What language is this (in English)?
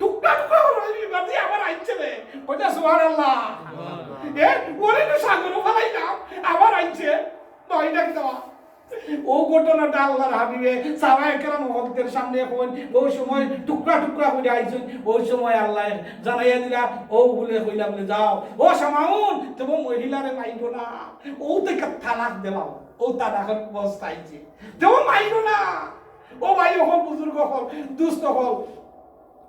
Sylheti